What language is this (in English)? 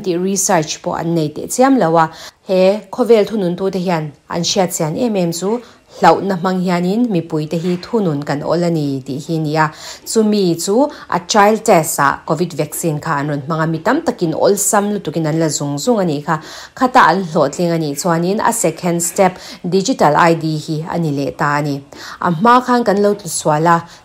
Mizo